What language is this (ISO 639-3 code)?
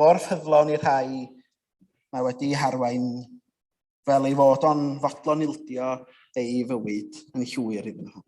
cym